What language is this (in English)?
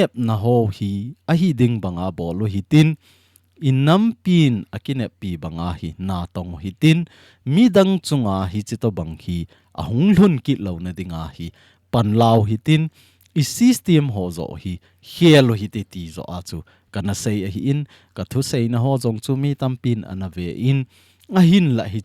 Thado Chin